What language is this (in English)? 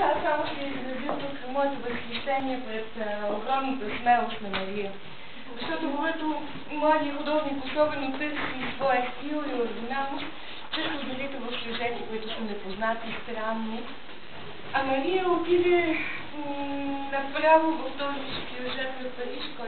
Bulgarian